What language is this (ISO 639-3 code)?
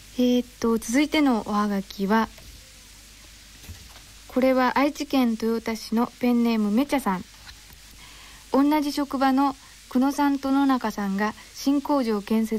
jpn